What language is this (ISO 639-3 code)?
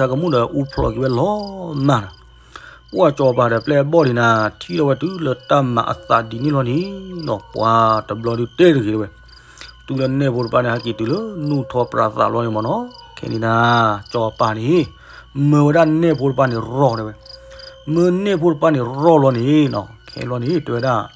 ksw